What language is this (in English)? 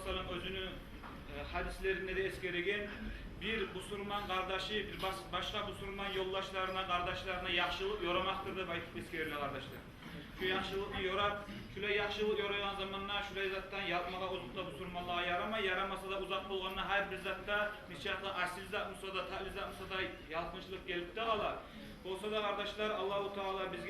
Kumyk